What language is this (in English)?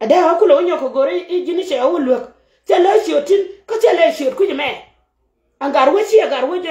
Nuer